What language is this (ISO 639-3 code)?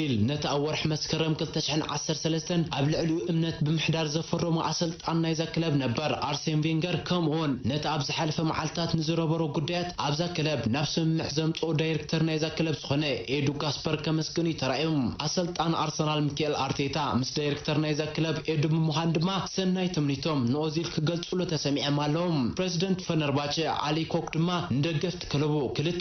tir